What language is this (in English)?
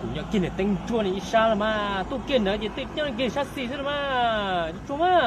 Hmong